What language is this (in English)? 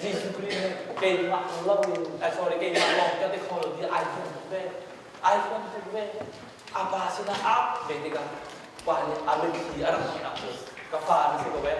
Hakha Chin